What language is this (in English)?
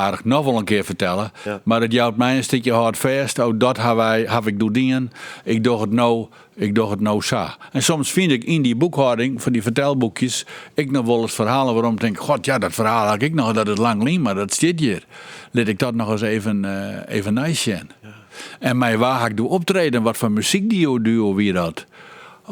Western Frisian